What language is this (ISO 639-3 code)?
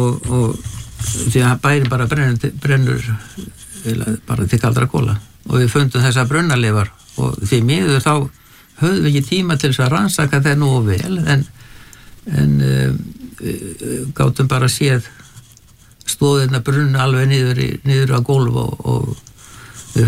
isl